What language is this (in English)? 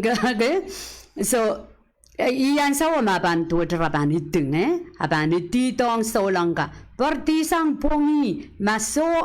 Pohnpeian